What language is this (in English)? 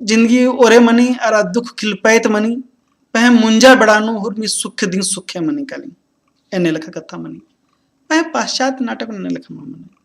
Kurukh